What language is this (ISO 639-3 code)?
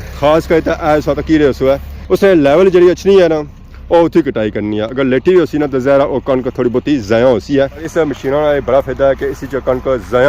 phr